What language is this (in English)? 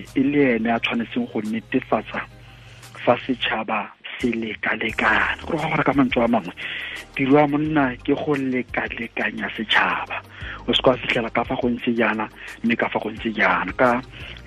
Tswana